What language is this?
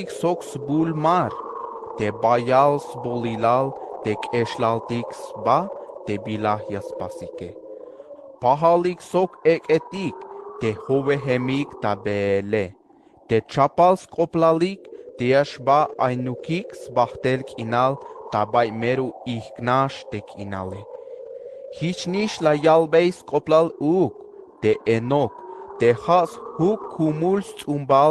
Tzeltal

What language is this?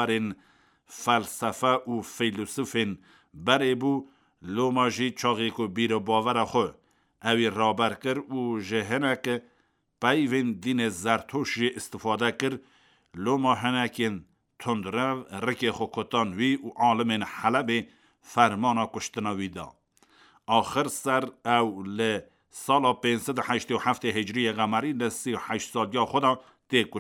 Kurdish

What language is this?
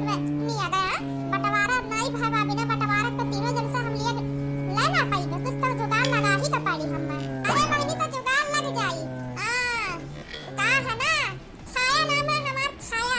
Awadhi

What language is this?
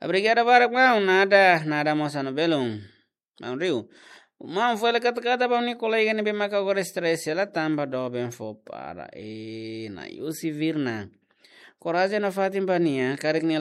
Tetum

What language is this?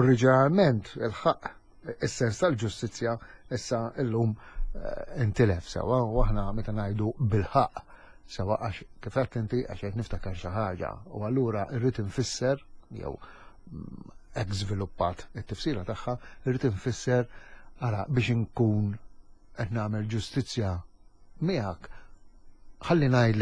Maltese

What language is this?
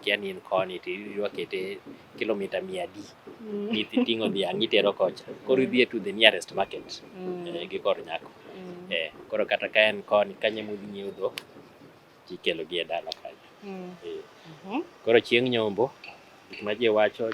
Luo (Kenya and Tanzania)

